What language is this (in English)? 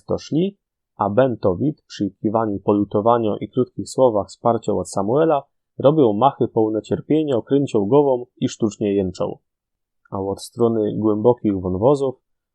Silesian